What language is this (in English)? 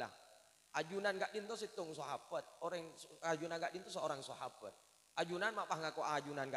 Madurese